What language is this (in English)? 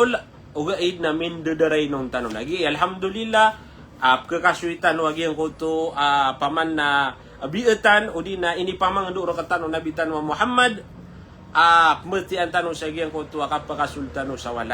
Maranao